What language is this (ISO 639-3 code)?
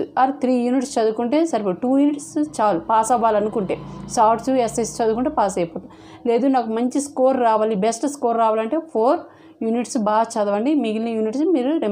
tel